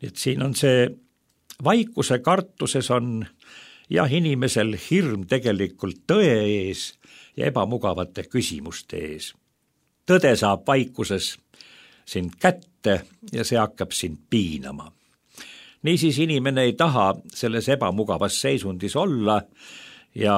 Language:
Estonian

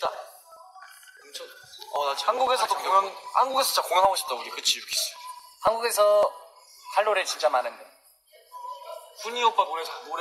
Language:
Korean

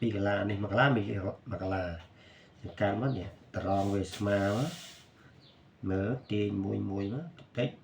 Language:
Khmer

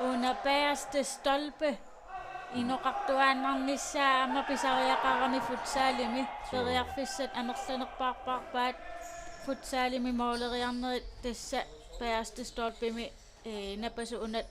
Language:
Kalaallisut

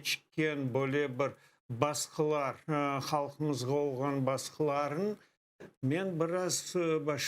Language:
Crimean Tatar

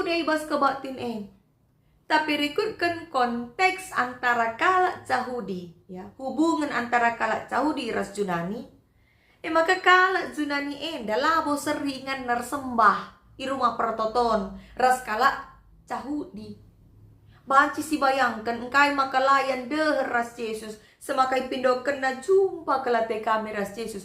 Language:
Batak Karo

